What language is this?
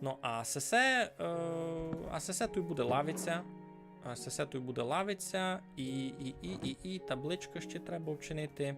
Rusyn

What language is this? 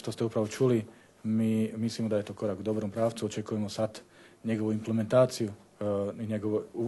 Bosnian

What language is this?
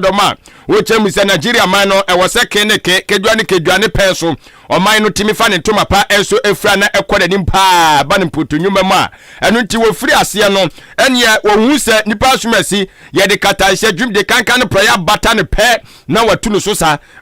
Akan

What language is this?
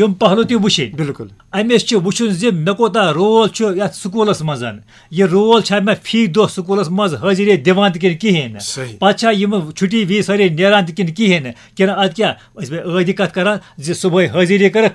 Kashmiri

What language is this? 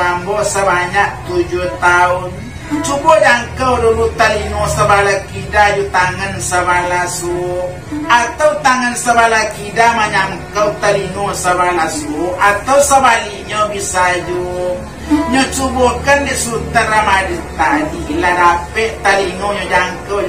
Minangkabau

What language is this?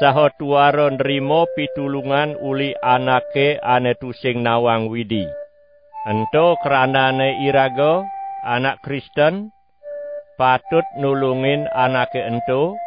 Balinese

